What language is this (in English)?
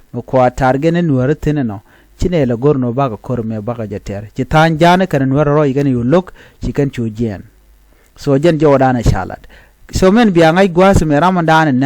Nuer